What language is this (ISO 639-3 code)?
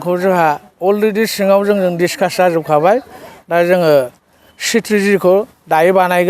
brx